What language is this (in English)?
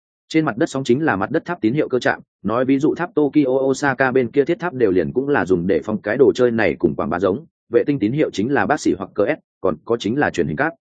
Vietnamese